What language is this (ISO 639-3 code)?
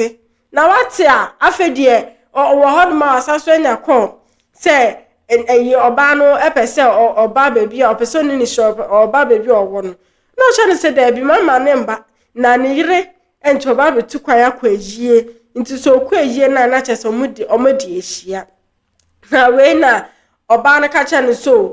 aka